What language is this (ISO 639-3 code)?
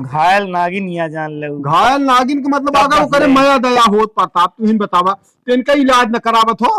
awa